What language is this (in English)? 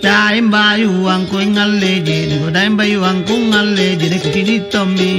Makasar